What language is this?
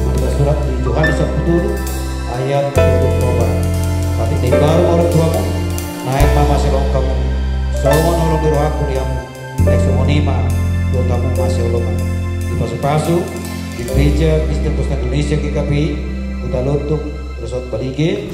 Batak Toba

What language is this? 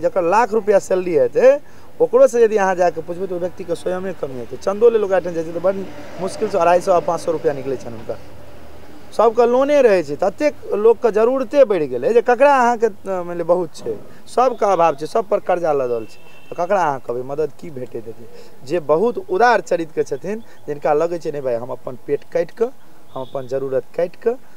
Maithili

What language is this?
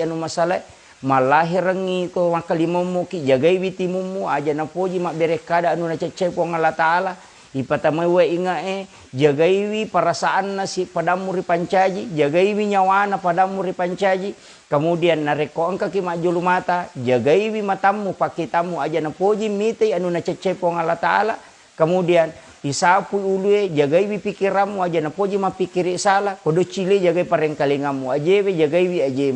Buginese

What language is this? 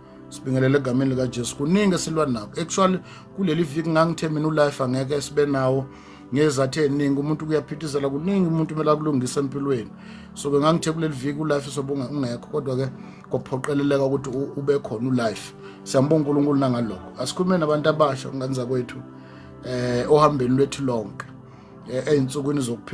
Zulu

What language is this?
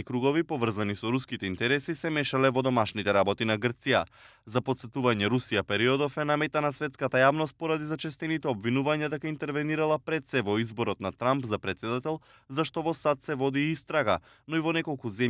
Macedonian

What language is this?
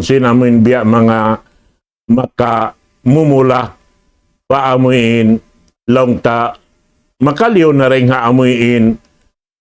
Tausug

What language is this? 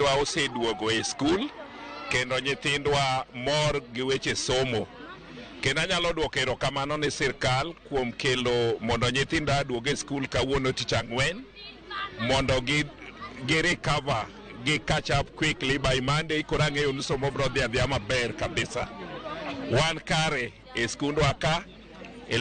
Luo (Kenya and Tanzania)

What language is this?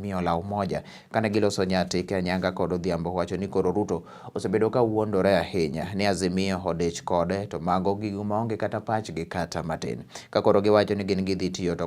Luo (Kenya and Tanzania)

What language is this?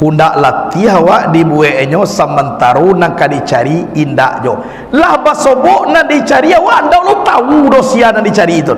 Minangkabau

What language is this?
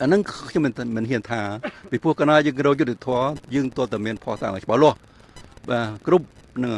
Khmer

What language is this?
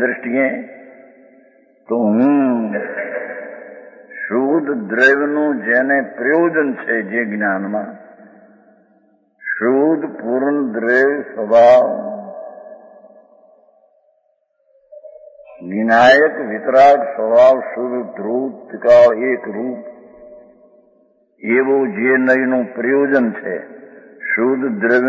Gujarati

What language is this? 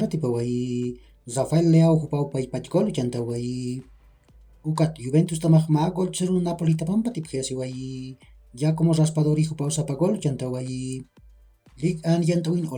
Aymara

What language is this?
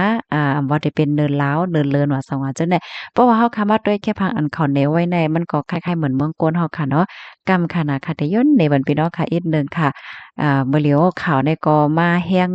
Shan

